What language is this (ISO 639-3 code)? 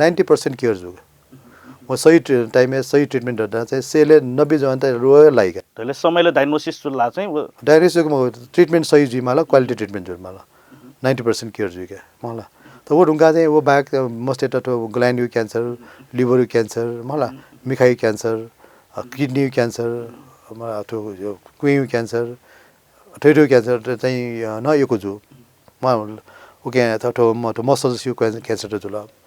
new